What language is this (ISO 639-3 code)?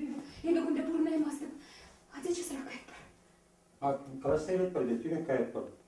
chv